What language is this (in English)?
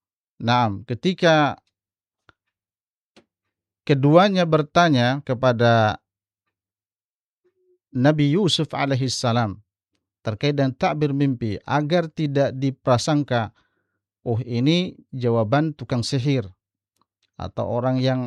Indonesian